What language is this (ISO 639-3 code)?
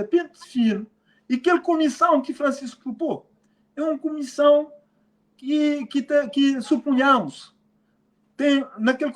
kea